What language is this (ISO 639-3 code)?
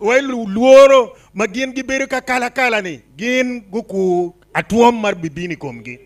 ach